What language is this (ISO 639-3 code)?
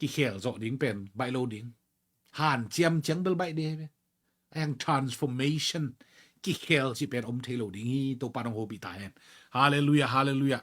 ctd